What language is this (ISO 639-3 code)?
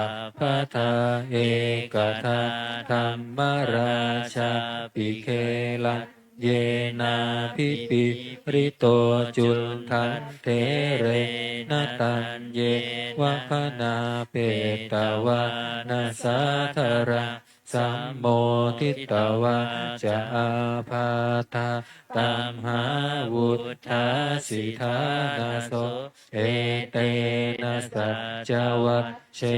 pli